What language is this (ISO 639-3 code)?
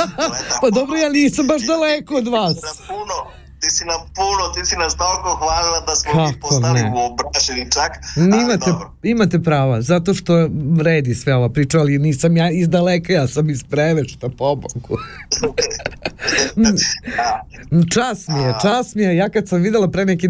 srp